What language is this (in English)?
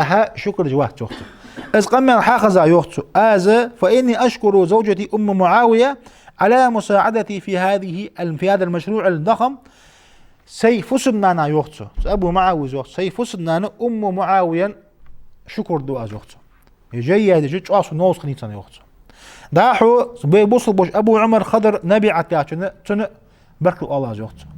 Ingush